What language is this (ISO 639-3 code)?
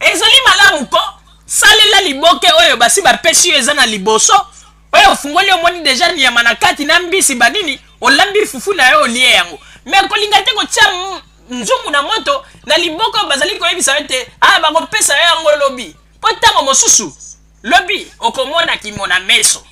lin